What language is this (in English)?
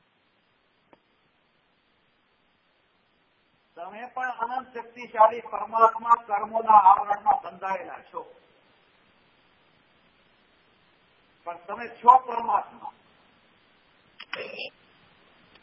Gujarati